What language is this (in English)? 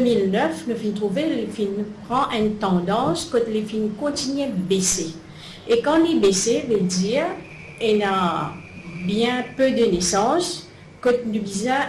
Morisyen